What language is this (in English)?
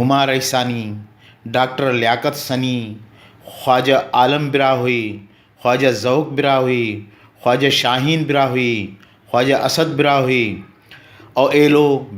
Brahui